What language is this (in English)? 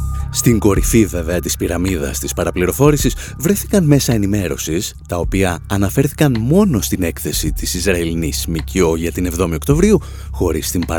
Greek